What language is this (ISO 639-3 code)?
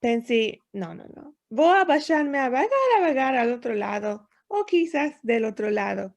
lad